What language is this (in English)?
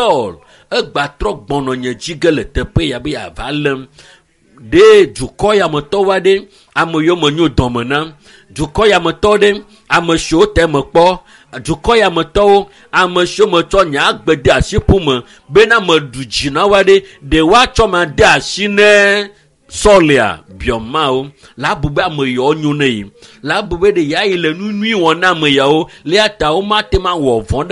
Ewe